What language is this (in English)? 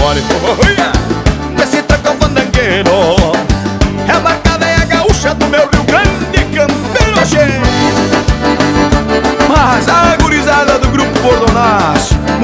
Portuguese